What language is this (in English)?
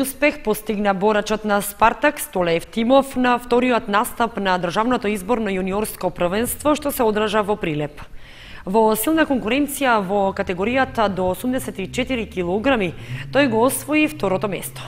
Macedonian